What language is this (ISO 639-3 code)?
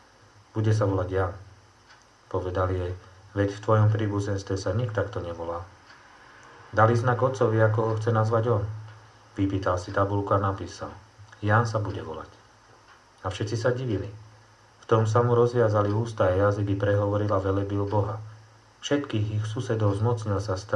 slk